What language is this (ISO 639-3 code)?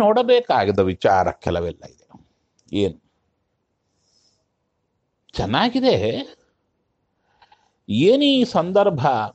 kan